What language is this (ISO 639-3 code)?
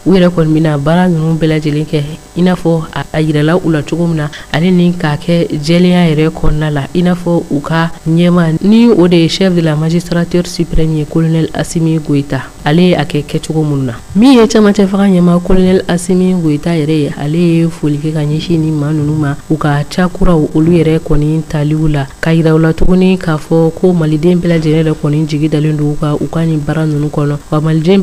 bam